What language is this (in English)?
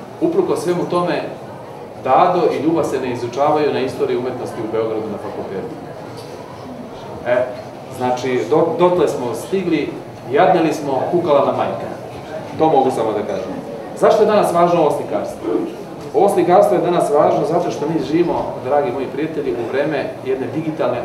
Serbian